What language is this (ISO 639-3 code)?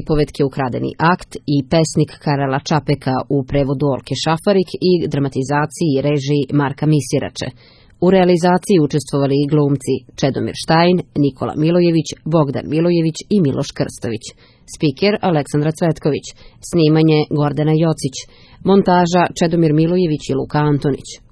srp